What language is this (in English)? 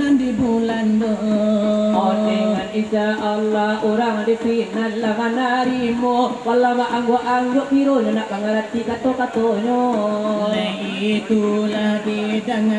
Minangkabau